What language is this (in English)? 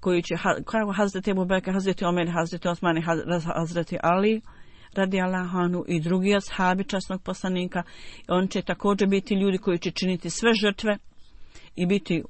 Bosnian